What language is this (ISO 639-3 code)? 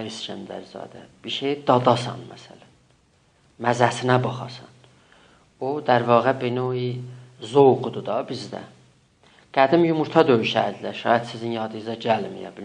azb